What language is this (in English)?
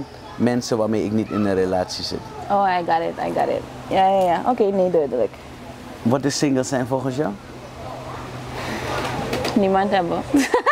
Dutch